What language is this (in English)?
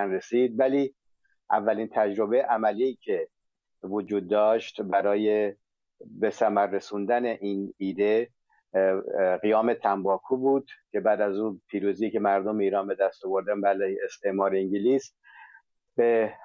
Persian